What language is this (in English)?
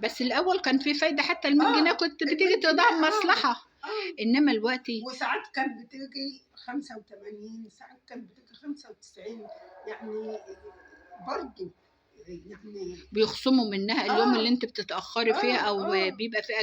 Egyptian Arabic